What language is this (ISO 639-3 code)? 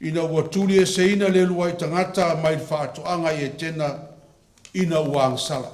smo